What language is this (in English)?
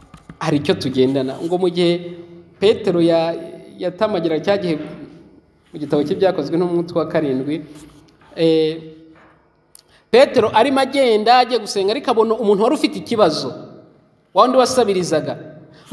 Kinyarwanda